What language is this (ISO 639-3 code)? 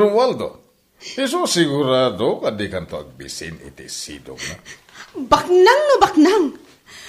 ilo